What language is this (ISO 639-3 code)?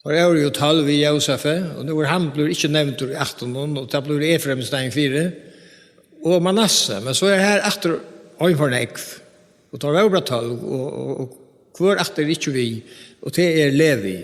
fao